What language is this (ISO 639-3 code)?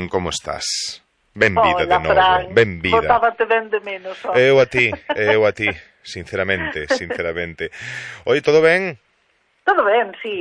glg